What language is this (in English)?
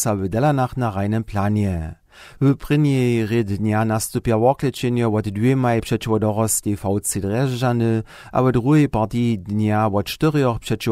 Upper Sorbian